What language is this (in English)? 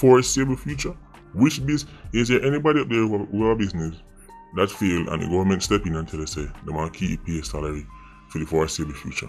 Jamaican Creole English